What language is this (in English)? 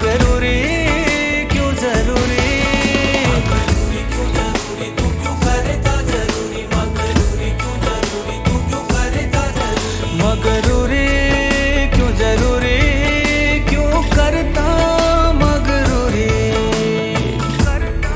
Hindi